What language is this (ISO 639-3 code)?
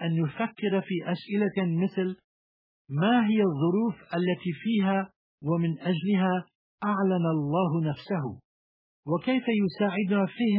ara